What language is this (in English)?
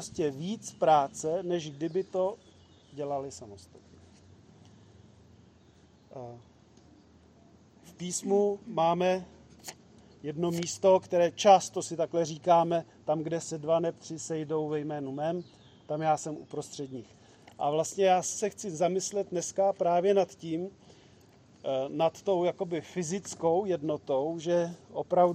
Czech